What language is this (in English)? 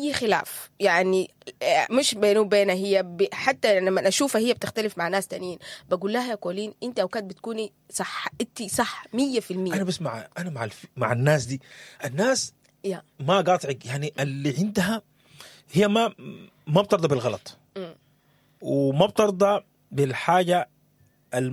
Sudanese Arabic